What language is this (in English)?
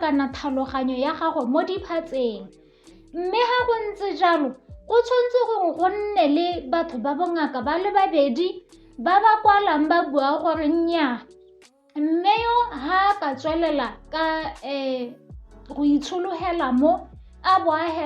Tswana